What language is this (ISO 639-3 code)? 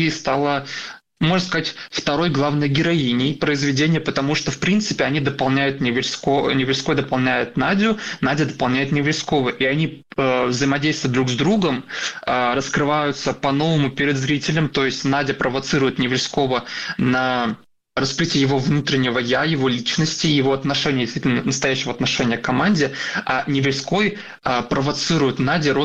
rus